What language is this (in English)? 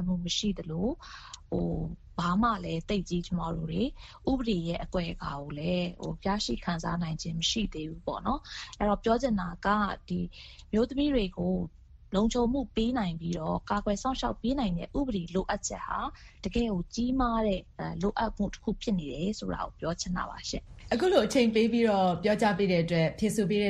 Burmese